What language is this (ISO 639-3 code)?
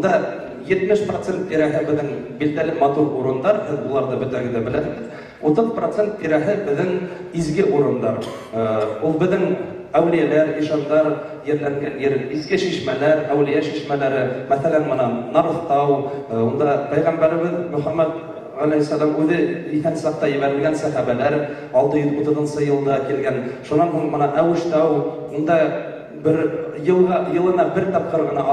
bak